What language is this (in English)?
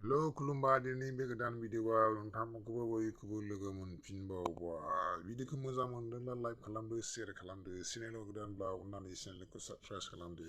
Bodo